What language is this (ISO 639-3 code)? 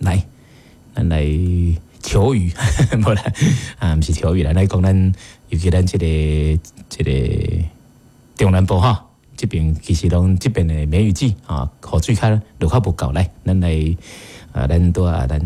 nan